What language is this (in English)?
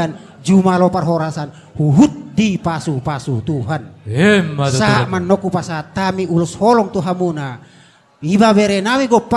Batak Toba